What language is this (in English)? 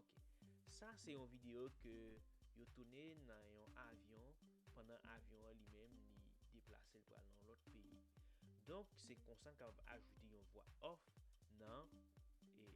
Haitian Creole